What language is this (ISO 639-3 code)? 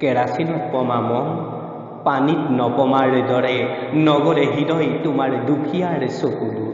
asm